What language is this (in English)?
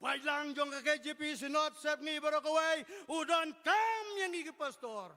Khasi